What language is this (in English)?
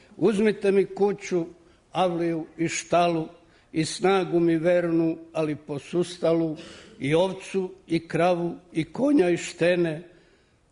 Serbian